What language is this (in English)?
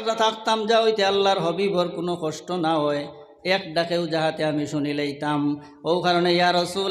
Sylheti